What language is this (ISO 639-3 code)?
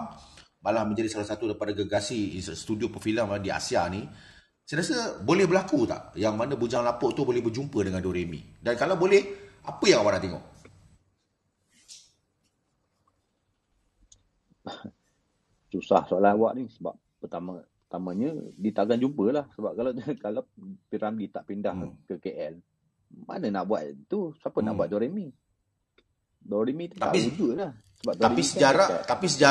msa